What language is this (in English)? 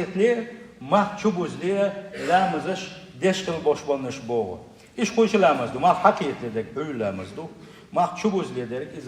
Chechen